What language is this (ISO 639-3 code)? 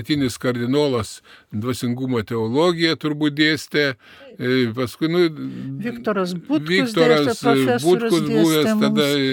lit